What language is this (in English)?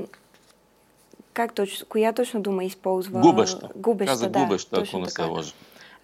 Bulgarian